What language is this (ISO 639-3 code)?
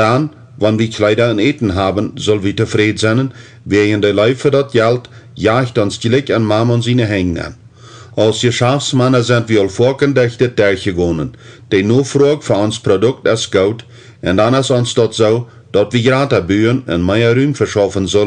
pdt